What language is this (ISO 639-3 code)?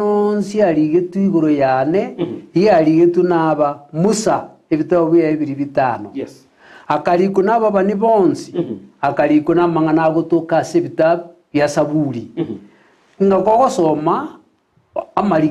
guz